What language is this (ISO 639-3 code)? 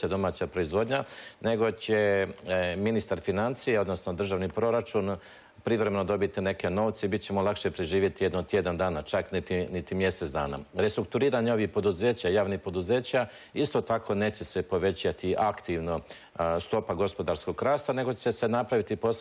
hrv